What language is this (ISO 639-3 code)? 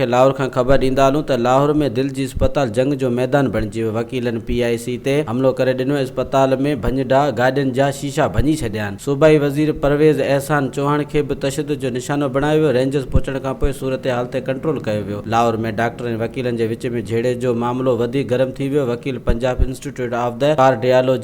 snd